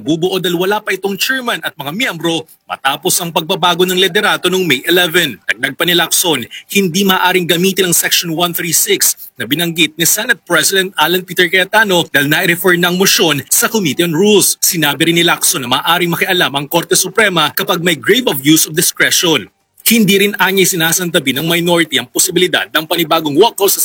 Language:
Filipino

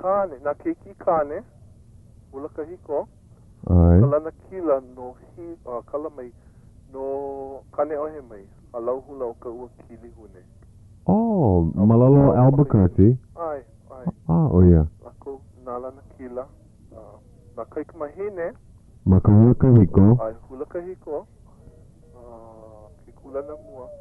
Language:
Hawaiian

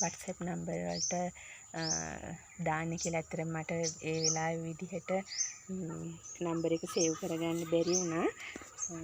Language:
Sinhala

